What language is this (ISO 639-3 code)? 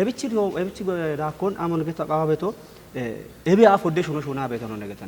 kbr